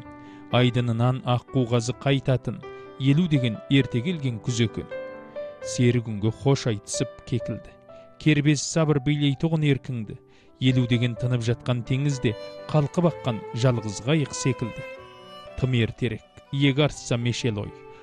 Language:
Kazakh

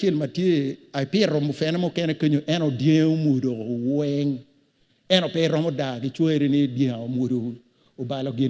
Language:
Acoli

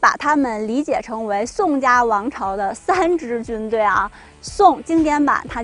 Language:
Chinese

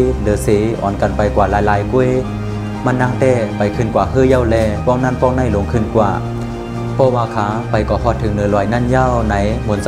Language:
Shan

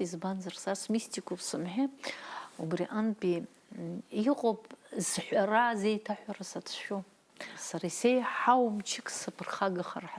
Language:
Abkhazian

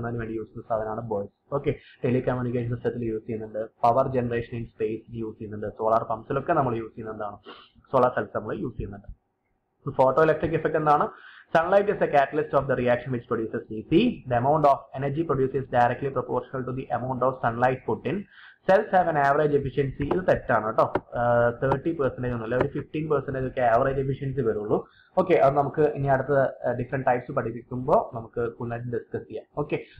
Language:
Malayalam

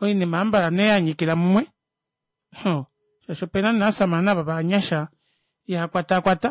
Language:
Kuanyama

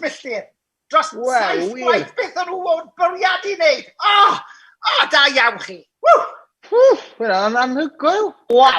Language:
Welsh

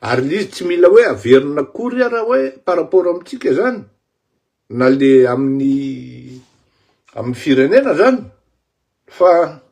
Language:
Malagasy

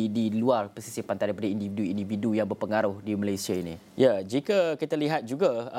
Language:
Malay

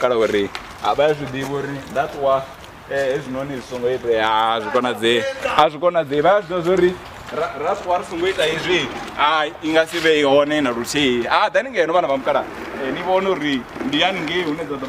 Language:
Venda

